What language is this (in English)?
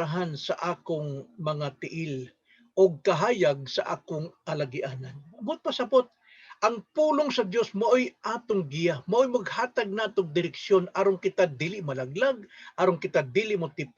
Cebuano